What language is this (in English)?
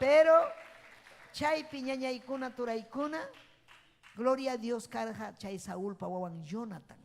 Ayacucho Quechua